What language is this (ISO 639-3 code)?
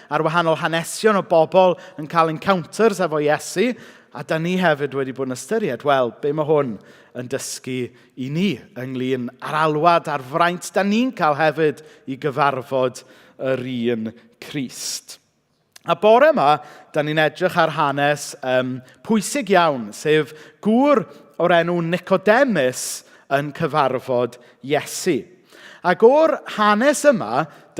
cym